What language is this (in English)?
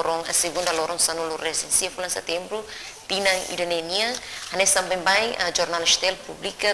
Tetum